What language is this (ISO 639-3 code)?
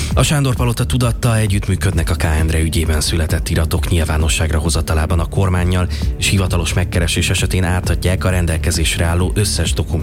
hun